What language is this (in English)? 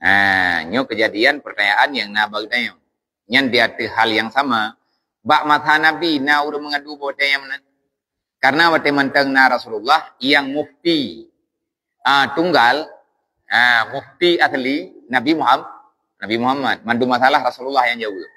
Achinese